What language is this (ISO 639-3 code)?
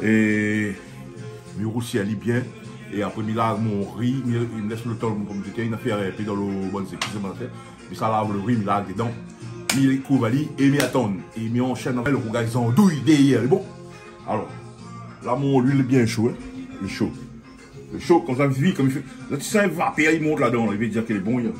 rcf